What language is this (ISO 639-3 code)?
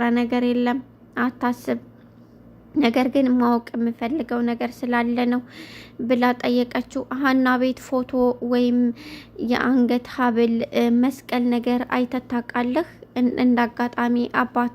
amh